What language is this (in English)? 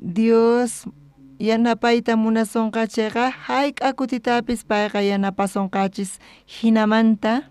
South Bolivian Quechua